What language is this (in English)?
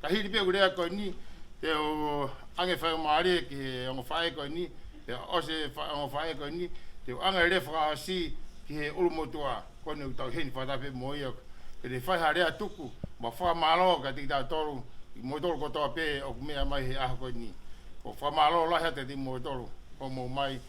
Tongan